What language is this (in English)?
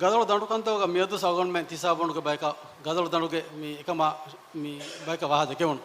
Divehi